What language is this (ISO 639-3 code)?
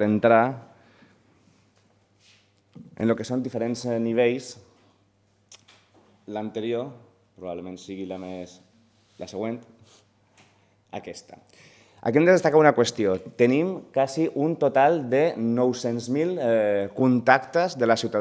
cat